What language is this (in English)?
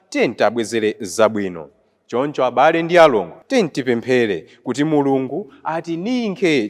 Nyanja